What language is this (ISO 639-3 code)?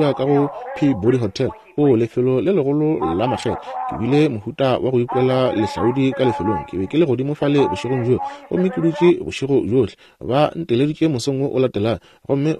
nso